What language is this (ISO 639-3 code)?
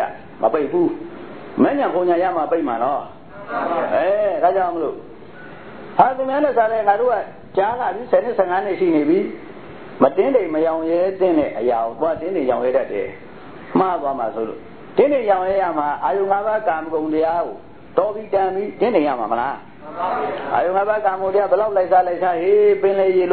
mya